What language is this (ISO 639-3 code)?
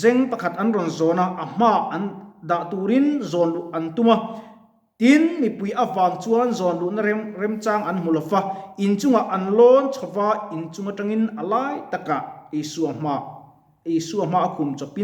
lus